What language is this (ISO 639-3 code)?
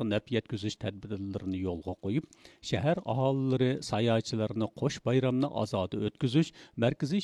uig